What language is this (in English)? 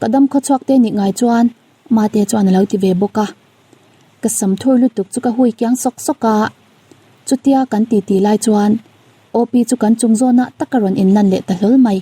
Mizo